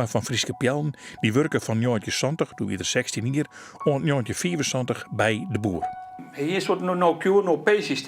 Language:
Western Frisian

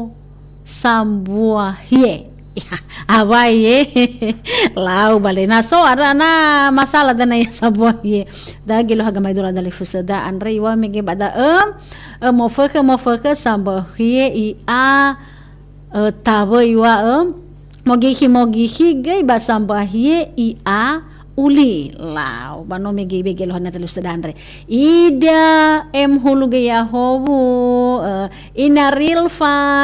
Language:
Nias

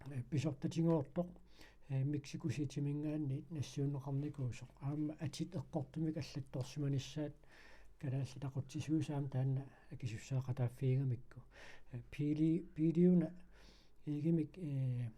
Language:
Kalaallisut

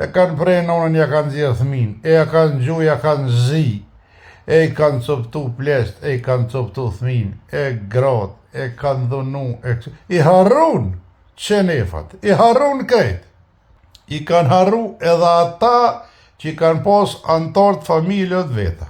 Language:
Albanian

